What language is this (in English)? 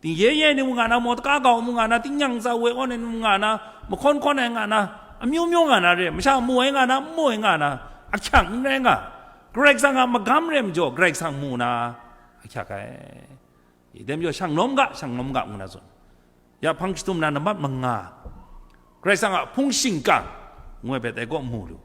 Kachin